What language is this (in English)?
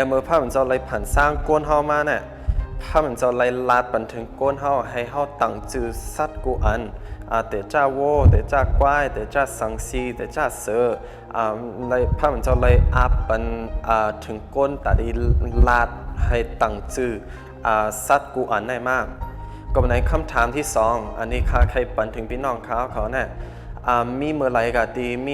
Shan